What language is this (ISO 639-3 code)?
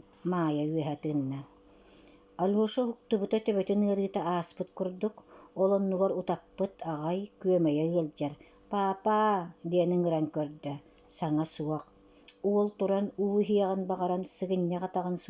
sah